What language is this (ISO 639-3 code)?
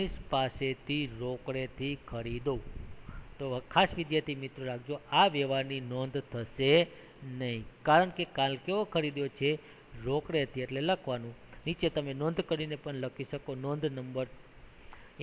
guj